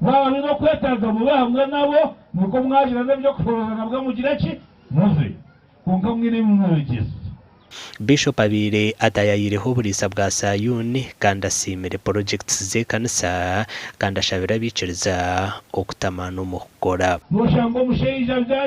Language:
Nyankole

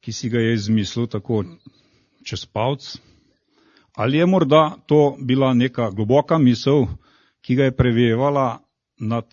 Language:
Slovenian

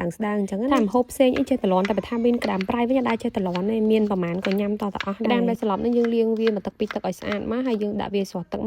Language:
Khmer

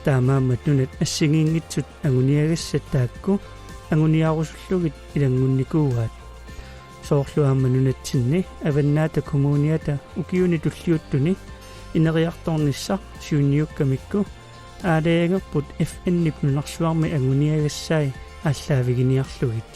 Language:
Kalaallisut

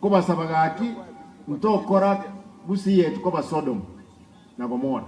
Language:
Gusii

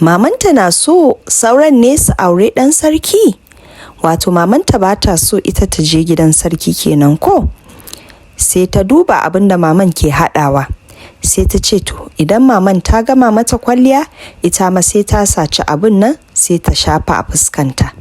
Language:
Hausa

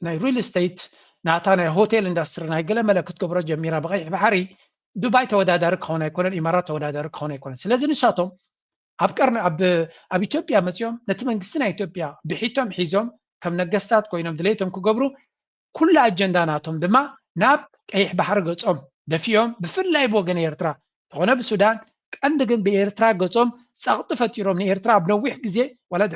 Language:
Tigrinya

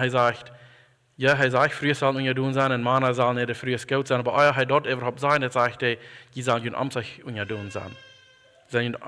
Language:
Plautdietsch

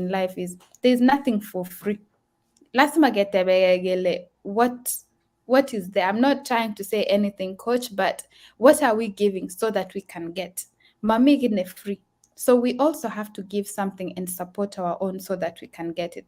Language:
Kalenjin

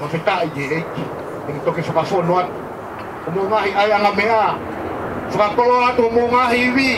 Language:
Tongan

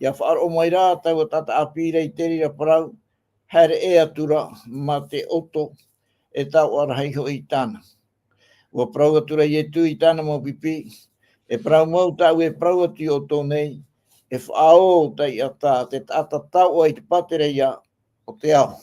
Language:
Tahitian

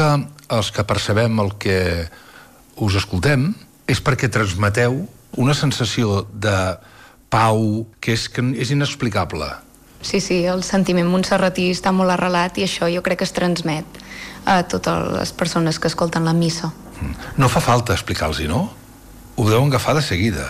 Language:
Catalan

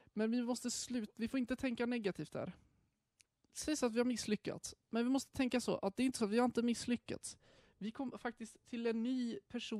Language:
Swedish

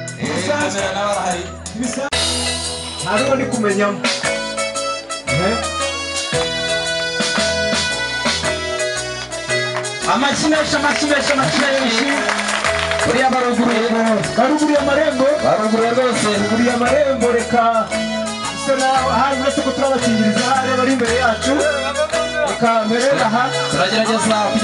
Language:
Kinyarwanda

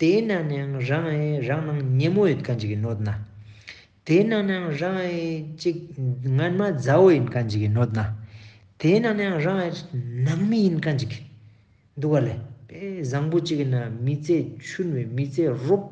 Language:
Ladakhi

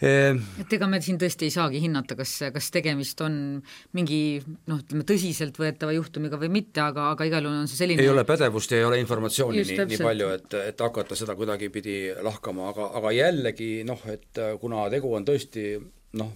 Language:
Estonian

